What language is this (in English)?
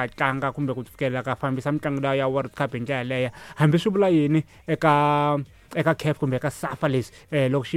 Tsonga